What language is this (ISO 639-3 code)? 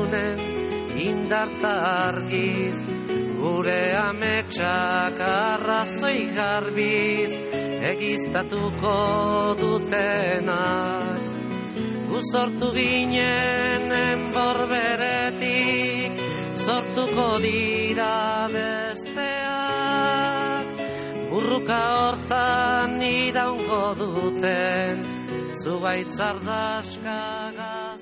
eus